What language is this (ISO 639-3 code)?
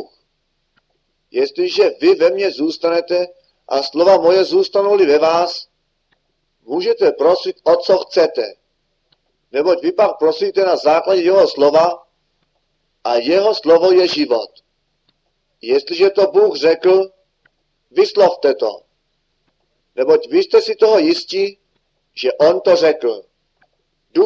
ces